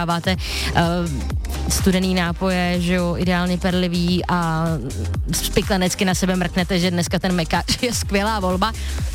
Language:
Czech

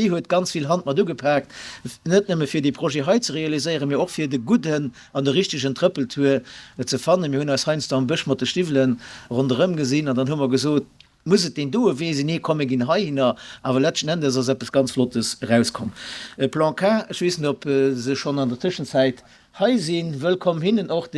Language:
Luxembourgish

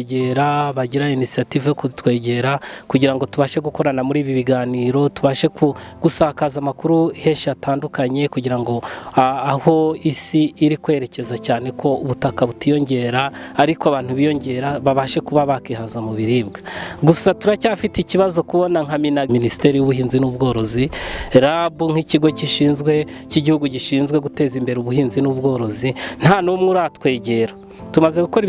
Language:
Kinyarwanda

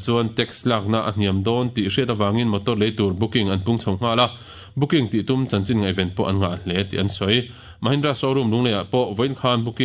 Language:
Mizo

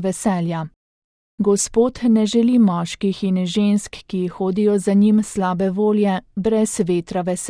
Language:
Slovenian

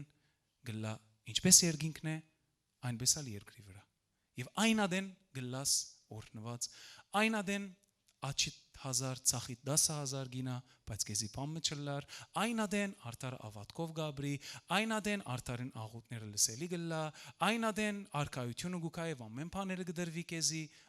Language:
Western Armenian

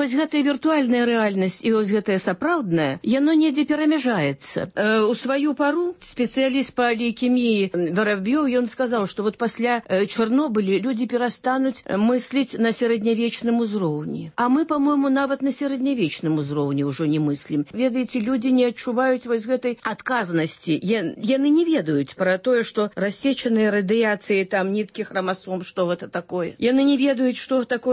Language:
Belarusian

